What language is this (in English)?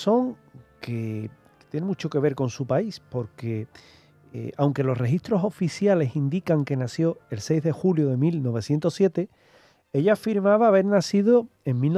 Spanish